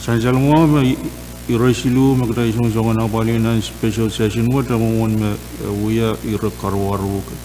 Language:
Pohnpeian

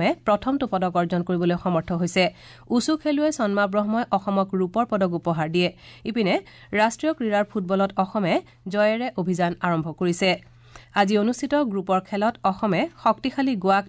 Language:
Assamese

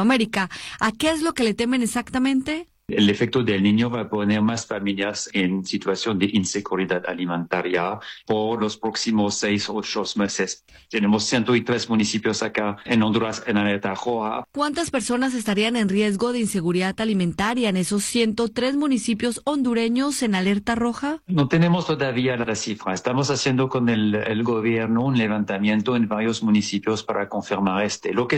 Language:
Spanish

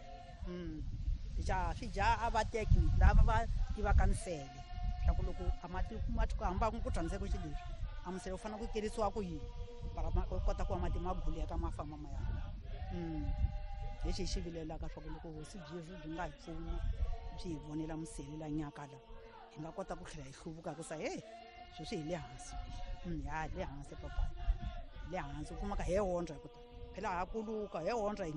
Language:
Tsonga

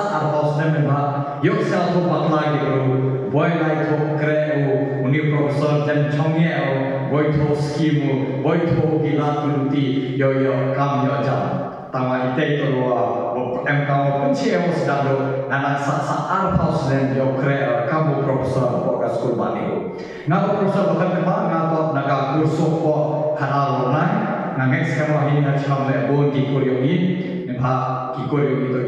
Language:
Khasi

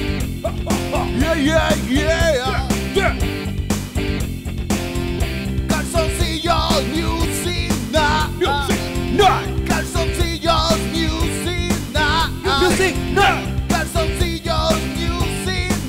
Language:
Spanish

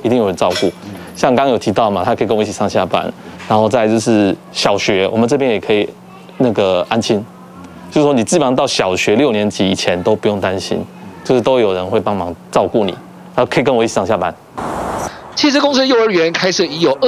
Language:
Chinese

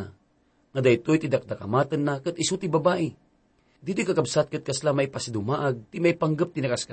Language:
Iloko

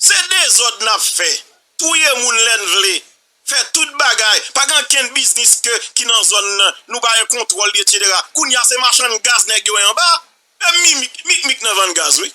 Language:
Haitian Creole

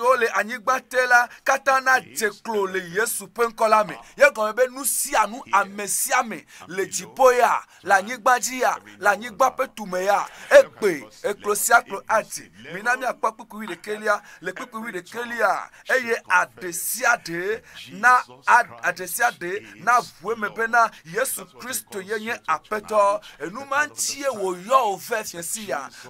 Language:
Ewe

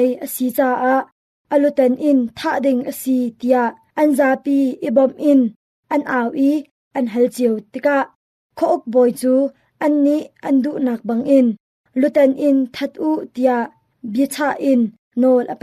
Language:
Hakha Chin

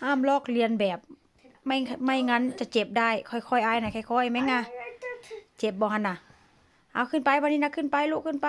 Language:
Northeastern Thai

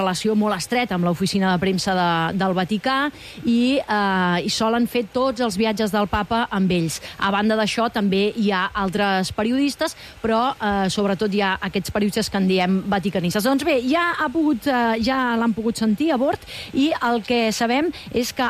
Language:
Catalan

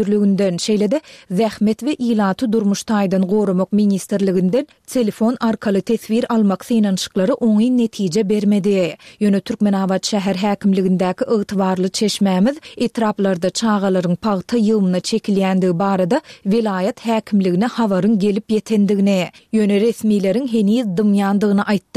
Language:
Turkmen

